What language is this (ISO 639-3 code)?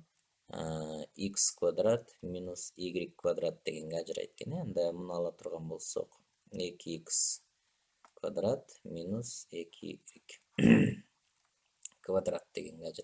kir